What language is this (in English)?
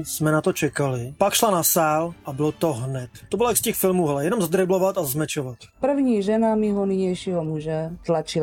Czech